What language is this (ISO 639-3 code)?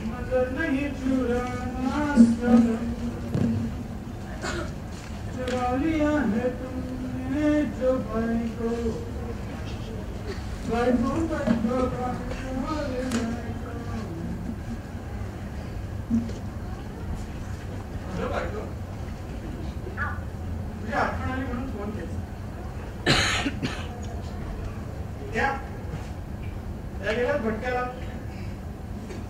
mar